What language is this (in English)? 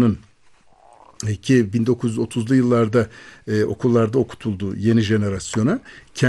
Turkish